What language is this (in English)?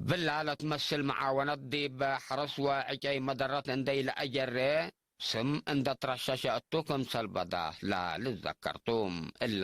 Tigre